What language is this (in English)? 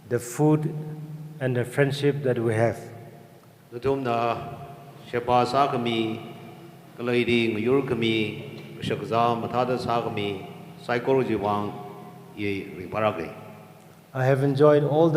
Tangkhul Naga (India)